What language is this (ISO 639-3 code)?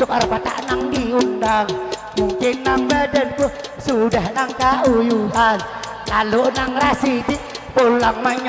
bjn